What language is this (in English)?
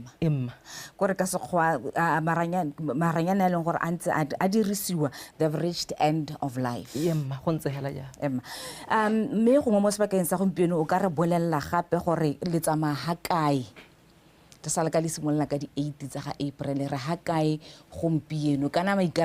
Tswana